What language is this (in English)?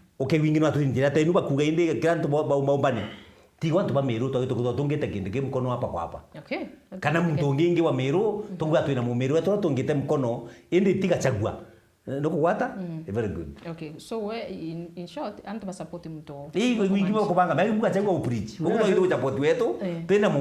Meru